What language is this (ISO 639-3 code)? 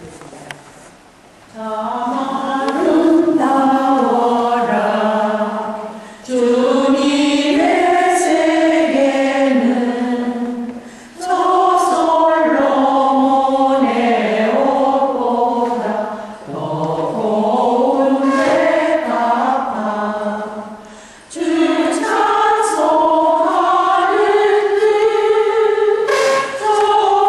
kor